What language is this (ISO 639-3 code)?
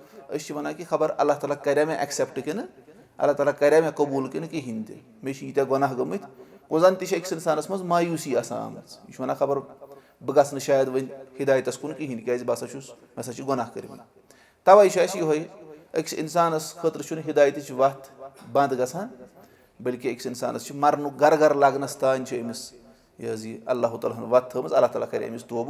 kas